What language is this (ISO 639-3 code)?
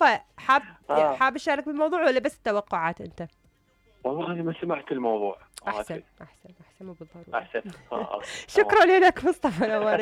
acm